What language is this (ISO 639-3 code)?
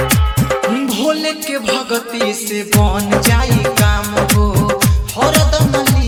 bho